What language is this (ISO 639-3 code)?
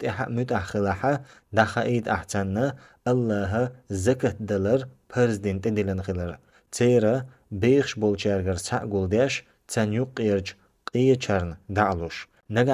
che